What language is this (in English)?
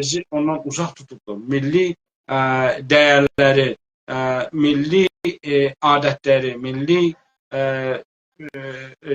South Azerbaijani